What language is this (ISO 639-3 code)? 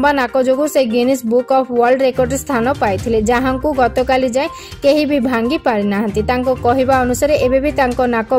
ori